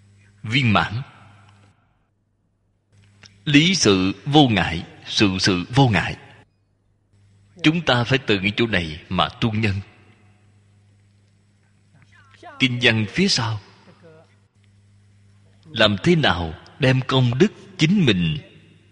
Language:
Vietnamese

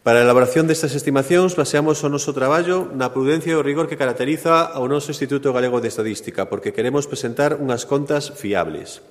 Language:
Galician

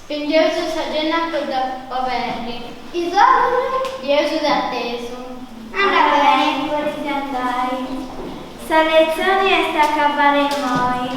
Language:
Sardinian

